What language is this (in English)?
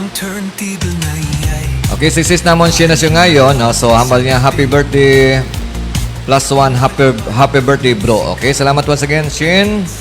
Hiligaynon